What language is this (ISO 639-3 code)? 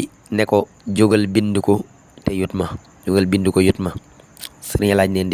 wol